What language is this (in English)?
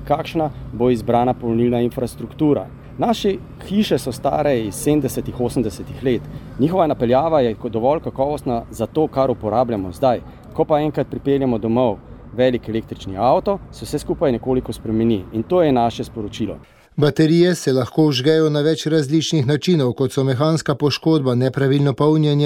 Slovenian